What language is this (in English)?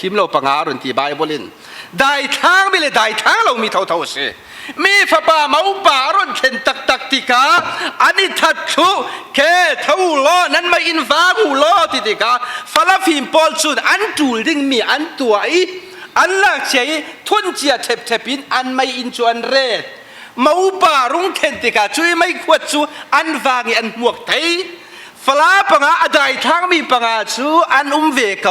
Falam Chin